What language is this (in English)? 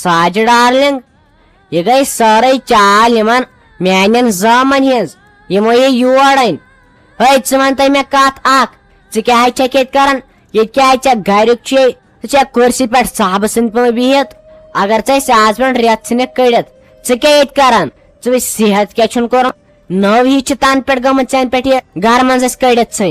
Kashmiri